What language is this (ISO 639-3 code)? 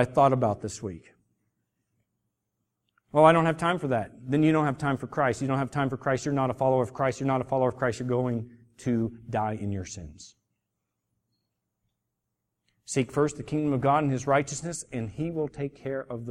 eng